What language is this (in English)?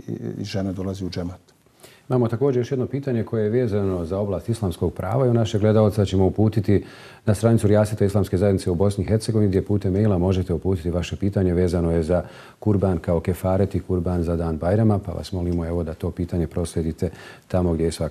Bosnian